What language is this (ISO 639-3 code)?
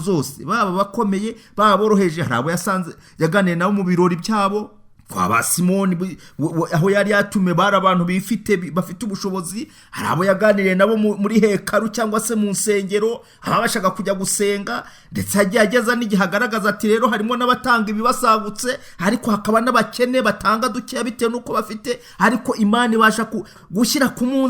kin